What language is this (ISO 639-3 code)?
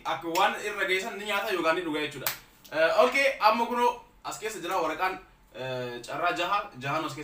orm